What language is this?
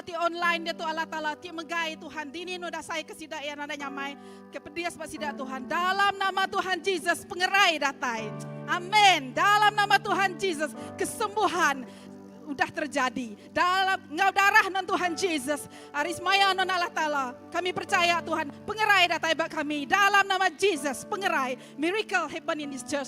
Iban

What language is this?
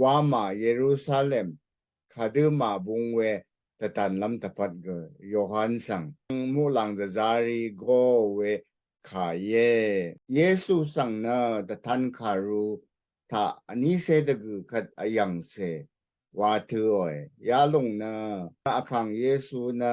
Rawang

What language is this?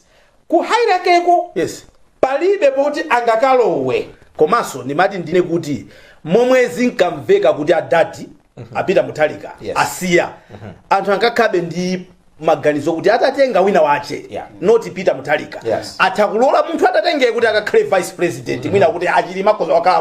Nyanja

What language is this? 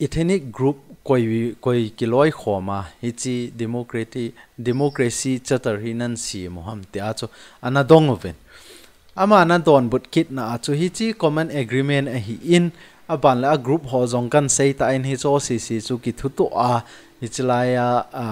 Thado Chin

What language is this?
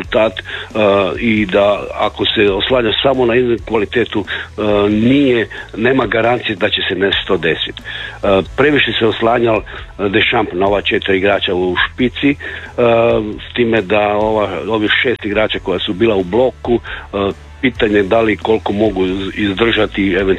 Croatian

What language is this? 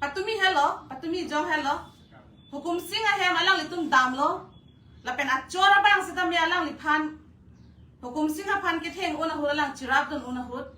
Karbi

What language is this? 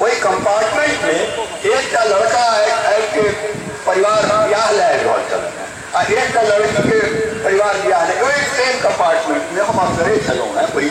Maithili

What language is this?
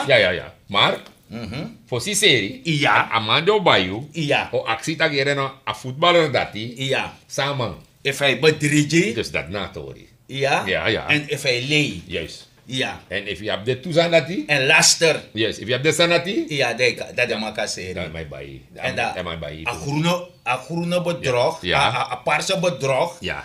Sranan Tongo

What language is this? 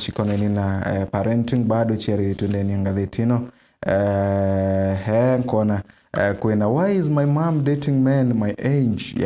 Meru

